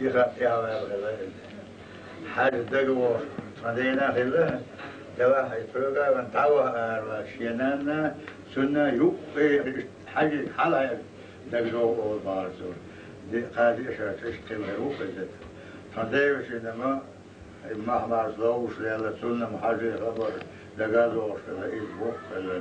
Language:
Chechen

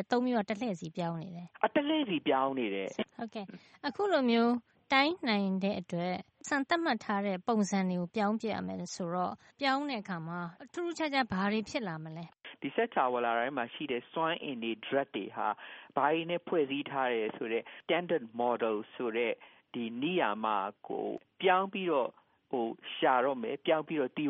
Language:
Burmese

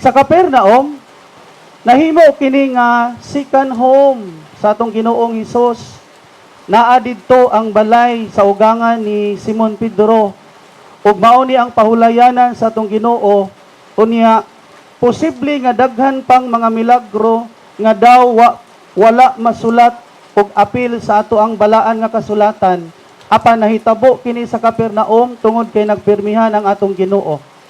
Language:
Cebuano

